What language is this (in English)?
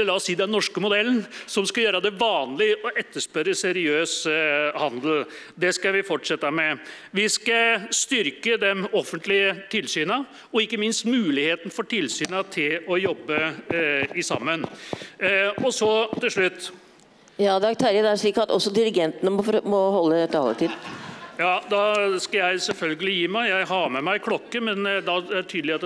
Norwegian